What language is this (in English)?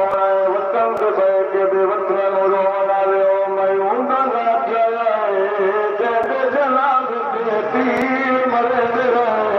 Saraiki